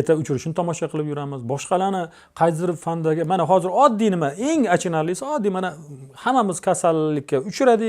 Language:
Uzbek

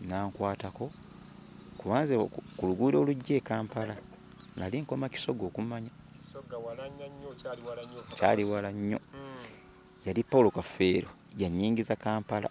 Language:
Ganda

